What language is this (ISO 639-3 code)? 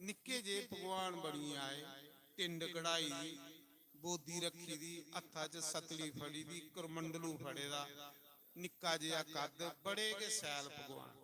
doi